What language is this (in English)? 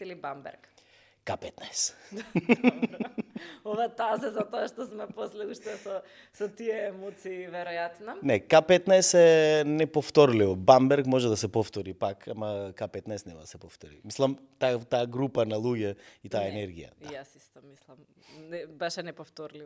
Macedonian